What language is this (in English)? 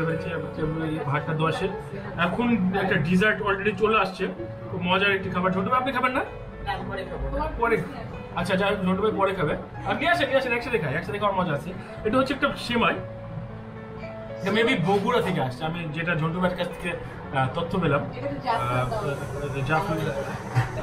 Bangla